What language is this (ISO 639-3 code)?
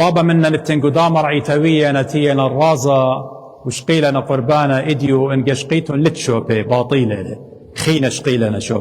aii